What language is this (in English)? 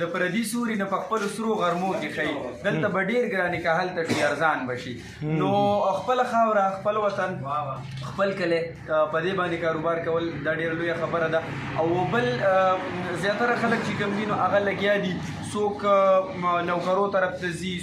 Pashto